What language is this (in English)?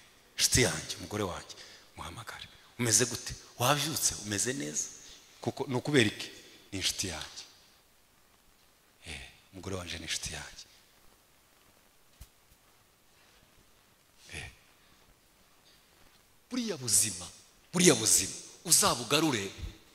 Kinyarwanda